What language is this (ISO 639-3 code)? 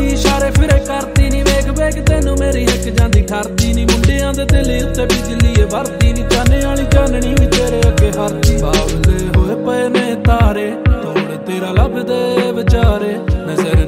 pan